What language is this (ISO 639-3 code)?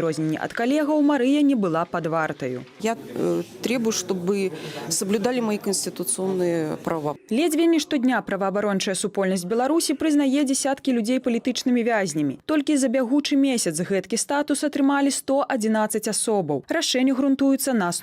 bel